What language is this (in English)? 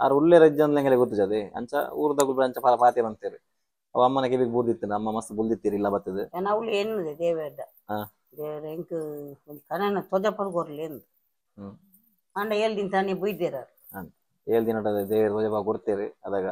Tulu